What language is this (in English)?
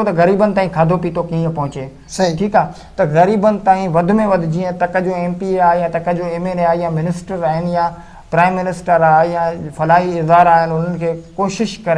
Sindhi